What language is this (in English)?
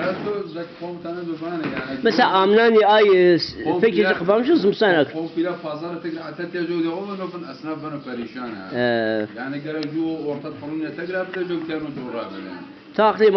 Zaza